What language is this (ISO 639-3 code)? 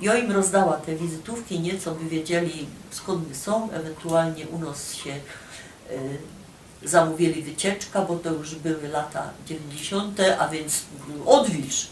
szl